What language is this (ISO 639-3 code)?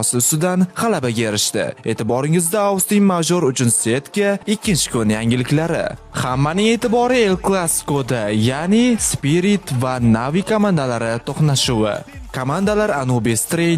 uzb